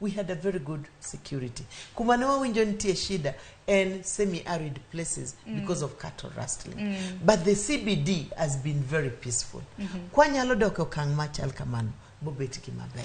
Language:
Luo (Kenya and Tanzania)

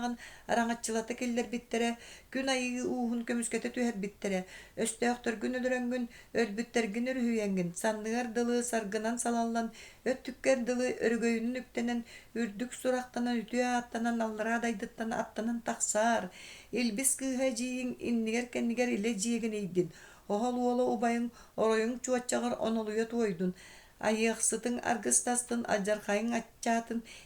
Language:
Yakut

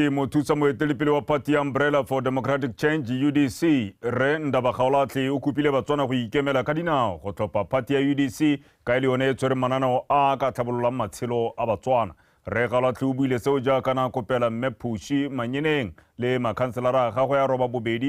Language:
Tswana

